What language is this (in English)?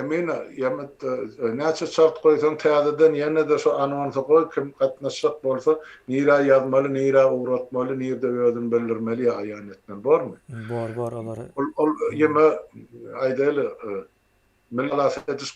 Turkmen